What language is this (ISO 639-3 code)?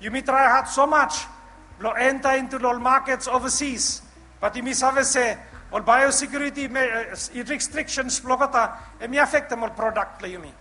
bis